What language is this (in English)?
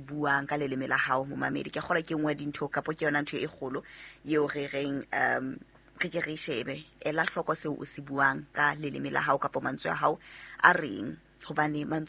Southern Sotho